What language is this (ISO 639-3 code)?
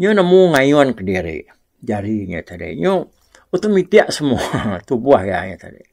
iba